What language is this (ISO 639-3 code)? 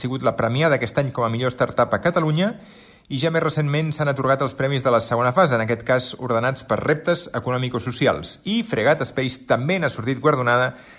cat